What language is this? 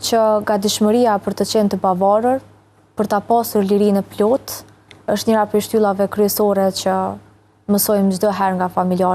Albanian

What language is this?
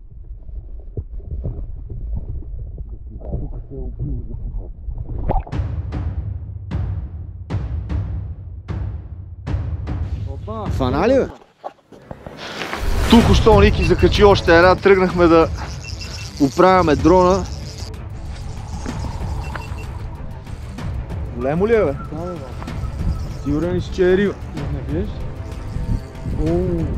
Bulgarian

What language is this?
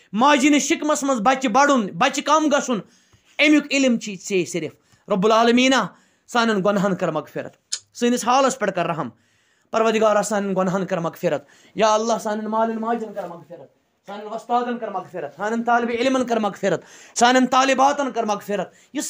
Kashmiri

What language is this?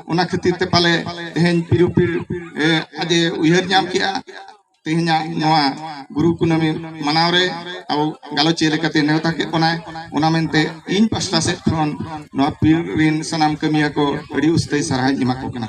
Santali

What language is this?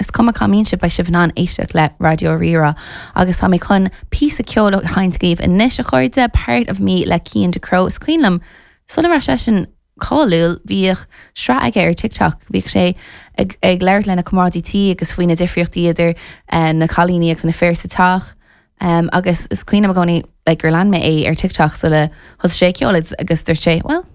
Irish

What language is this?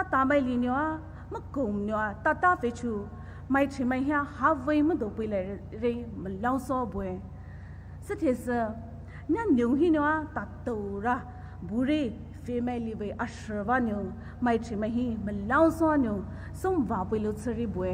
Poumei Naga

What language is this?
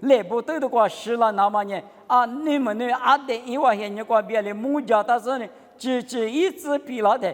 Lisu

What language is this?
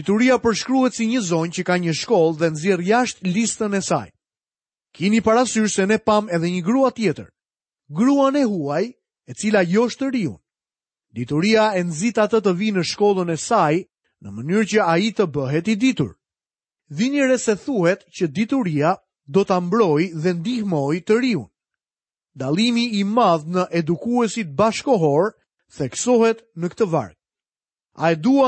Albanian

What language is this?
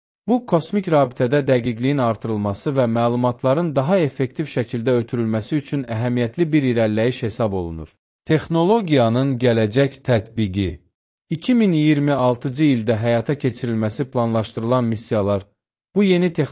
Azerbaijani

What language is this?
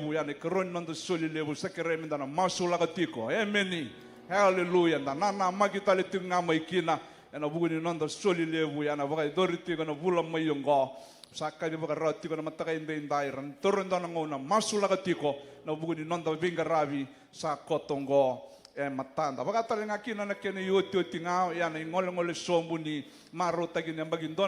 Fijian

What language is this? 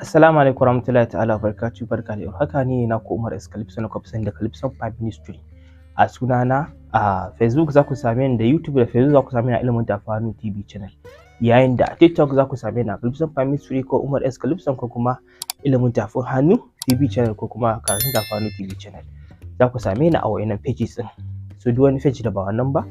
Hausa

